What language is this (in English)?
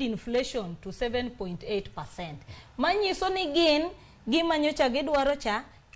Luo (Kenya and Tanzania)